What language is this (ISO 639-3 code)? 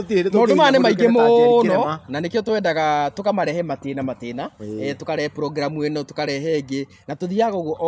kik